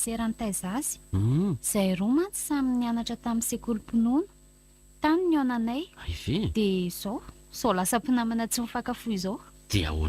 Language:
Malagasy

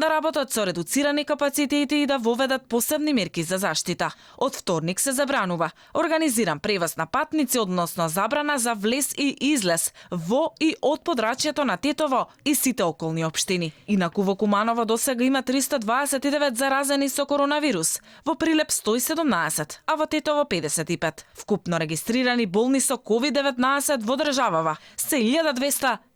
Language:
Macedonian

